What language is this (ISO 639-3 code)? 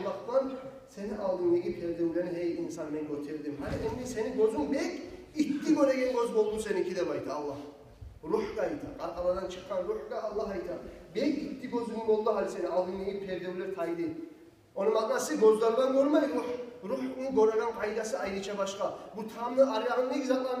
kum